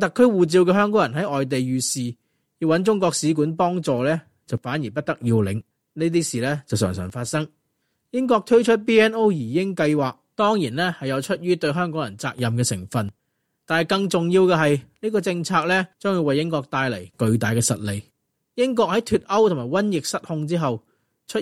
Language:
Cantonese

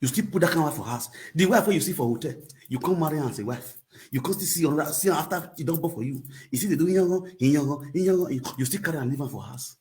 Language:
Nigerian Pidgin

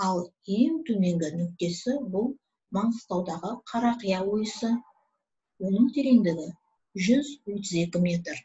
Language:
Kazakh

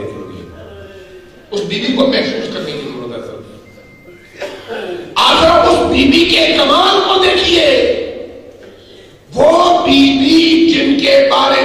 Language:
Urdu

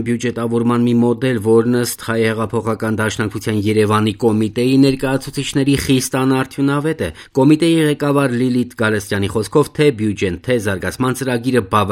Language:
Armenian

